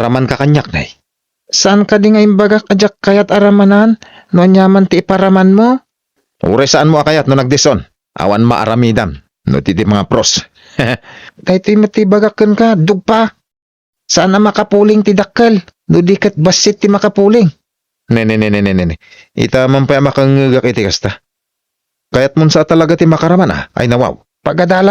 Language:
Iloko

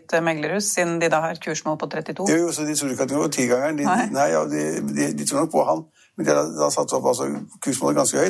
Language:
Norwegian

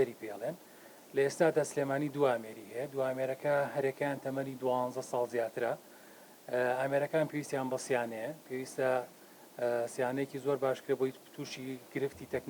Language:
Central Kurdish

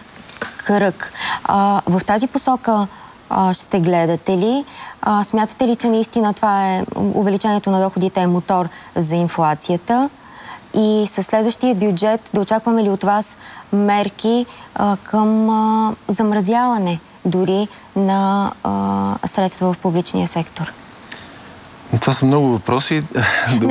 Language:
Bulgarian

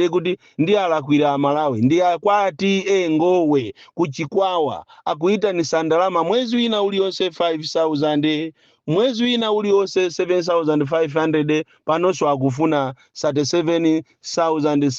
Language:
Nyanja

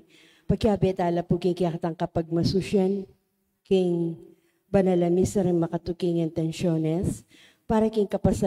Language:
Pampanga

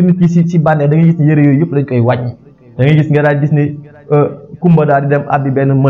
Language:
Wolof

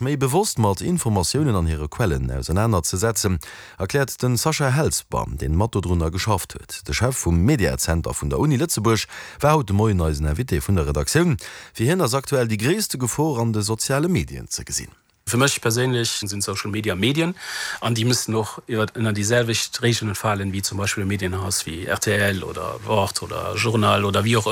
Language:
Luxembourgish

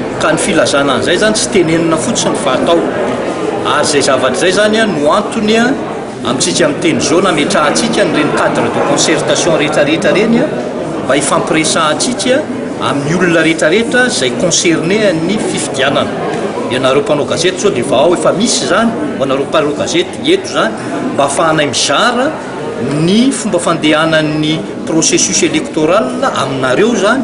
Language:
Malagasy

